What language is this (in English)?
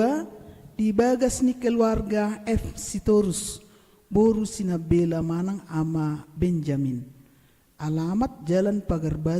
Batak Toba